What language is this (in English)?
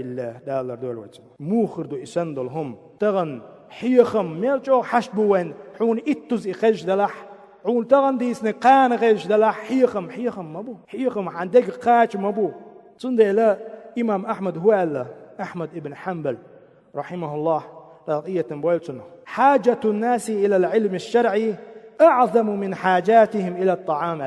Chechen